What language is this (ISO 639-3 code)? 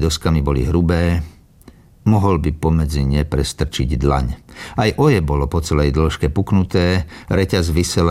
slk